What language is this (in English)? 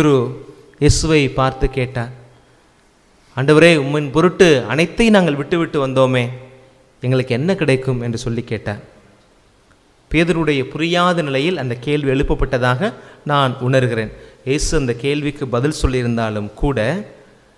Tamil